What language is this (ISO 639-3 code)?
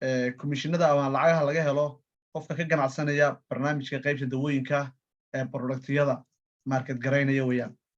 som